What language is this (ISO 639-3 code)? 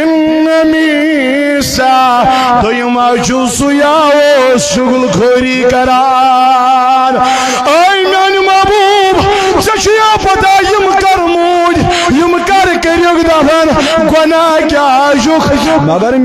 kas